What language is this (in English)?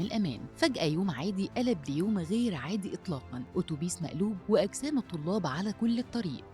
Egyptian Arabic